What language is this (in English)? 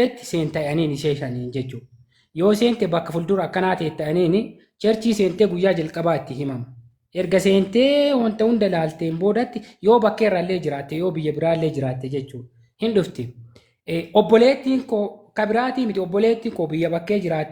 Oromo